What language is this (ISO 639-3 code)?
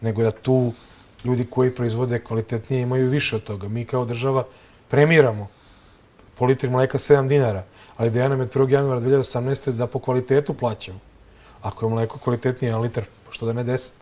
srp